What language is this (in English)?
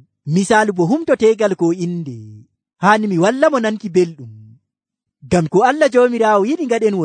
Nigerian Fulfulde